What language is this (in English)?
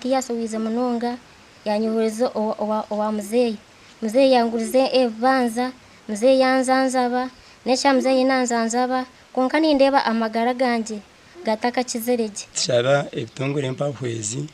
Nyankole